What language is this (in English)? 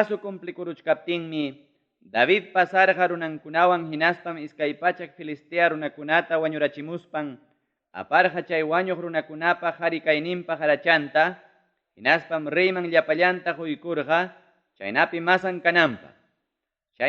Ayacucho Quechua